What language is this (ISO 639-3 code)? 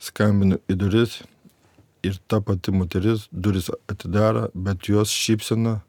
lit